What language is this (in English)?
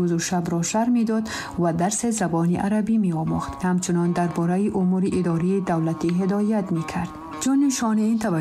Tajik